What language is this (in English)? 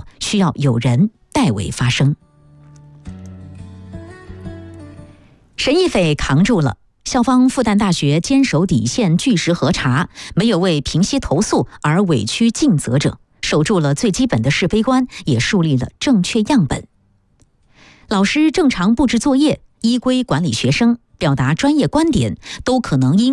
Chinese